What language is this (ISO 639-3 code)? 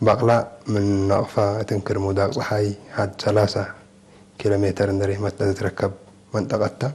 tig